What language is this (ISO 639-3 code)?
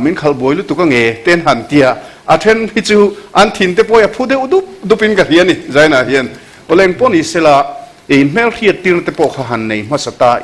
lus